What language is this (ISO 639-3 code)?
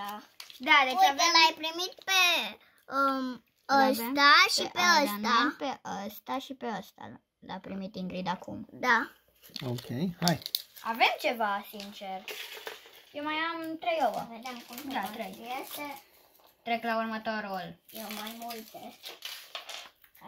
ron